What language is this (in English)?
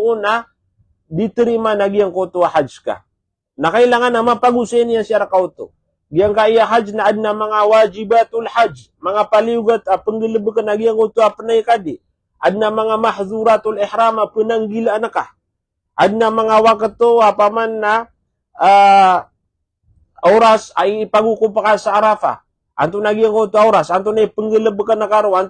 Maranao